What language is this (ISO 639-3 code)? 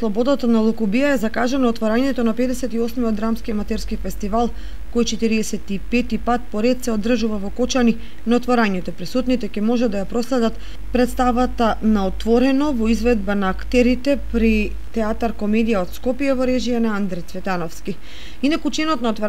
mkd